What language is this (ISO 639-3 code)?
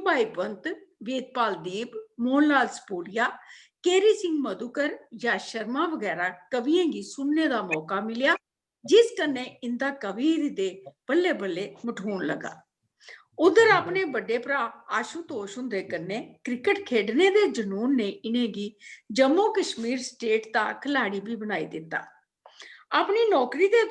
doi